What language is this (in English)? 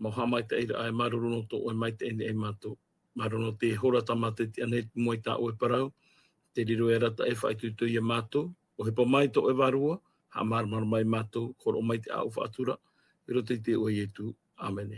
Tahitian